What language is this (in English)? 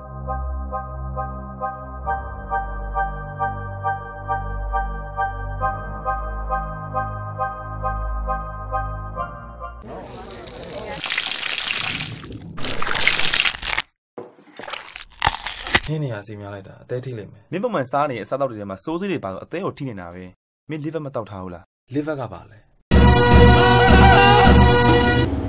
Burmese